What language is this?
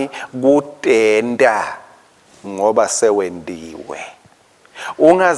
Swati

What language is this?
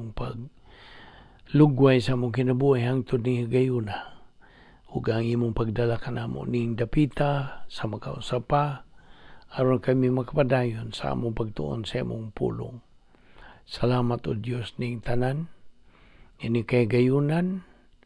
Cebuano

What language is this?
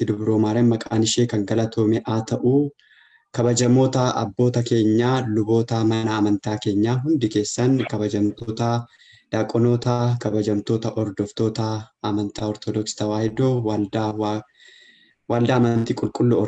Oromo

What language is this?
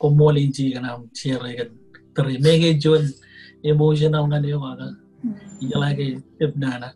Marshallese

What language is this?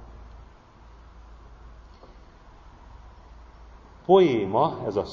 Hungarian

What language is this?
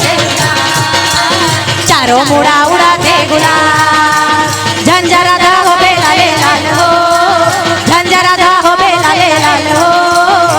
Chhattisgarhi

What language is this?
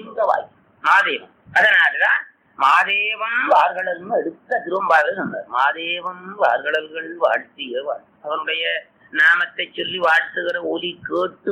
Tamil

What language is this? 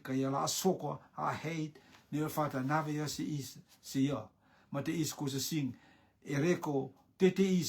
Rotuman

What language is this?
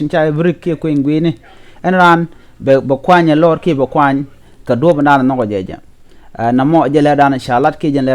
Nuer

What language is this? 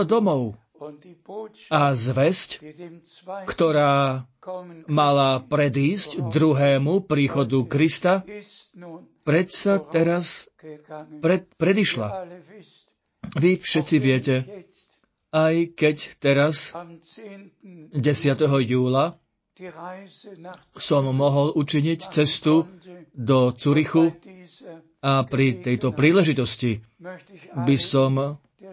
Slovak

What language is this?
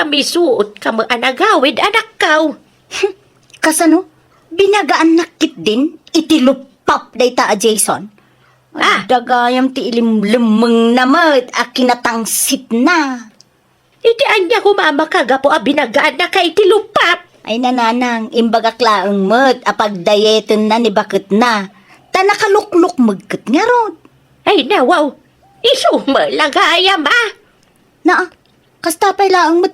Iloko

